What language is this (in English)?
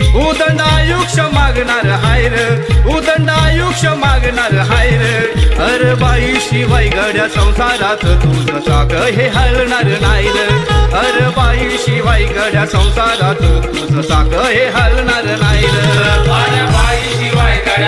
Marathi